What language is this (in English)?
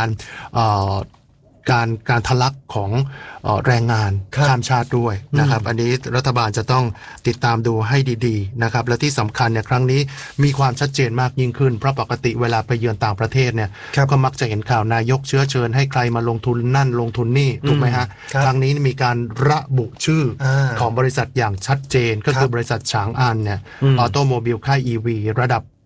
Thai